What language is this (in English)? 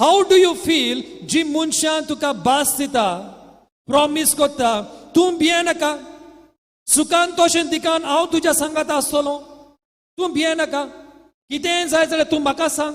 Konkani